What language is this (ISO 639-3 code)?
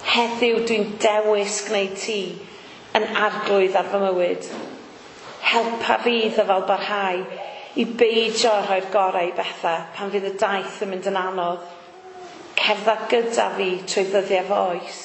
cym